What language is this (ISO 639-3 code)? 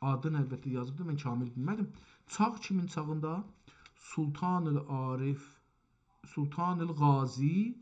azb